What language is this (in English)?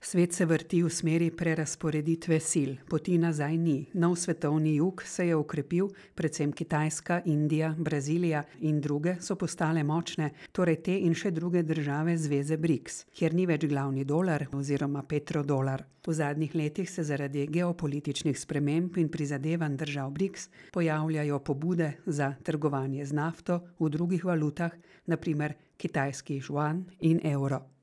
Slovenian